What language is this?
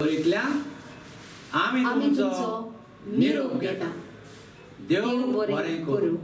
Konkani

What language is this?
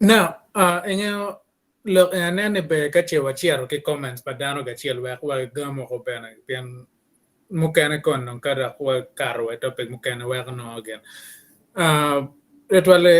Acoli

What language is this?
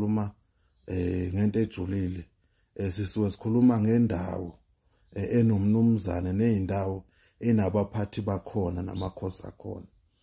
Zulu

